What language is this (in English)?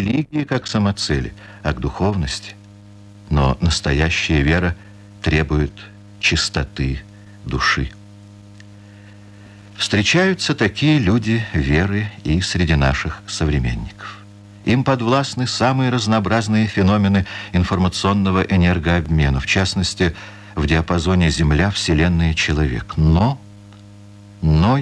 Russian